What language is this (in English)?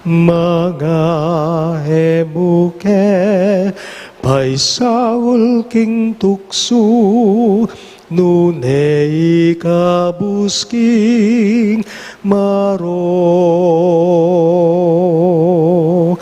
Pampanga